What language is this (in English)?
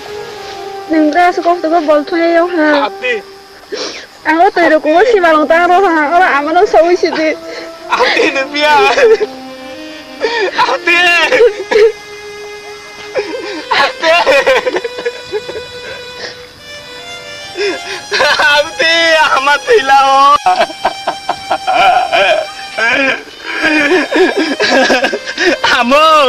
Turkic languages